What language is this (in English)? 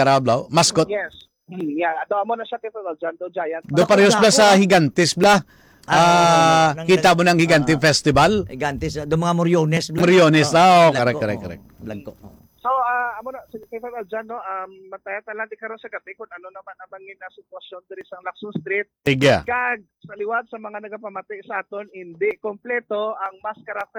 Hiligaynon